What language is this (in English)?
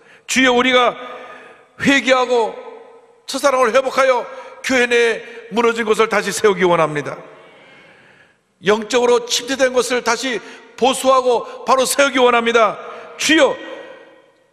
Korean